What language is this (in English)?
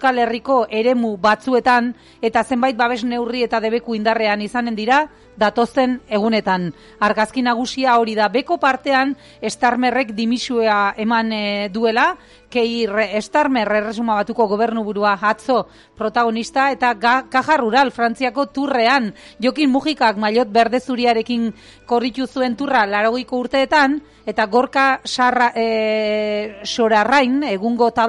Basque